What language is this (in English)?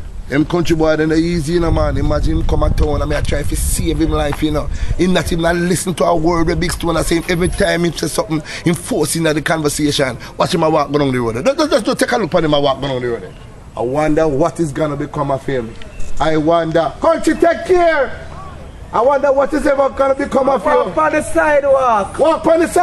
Jamaican Creole English